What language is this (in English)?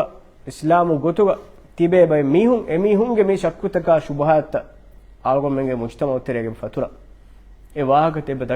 Divehi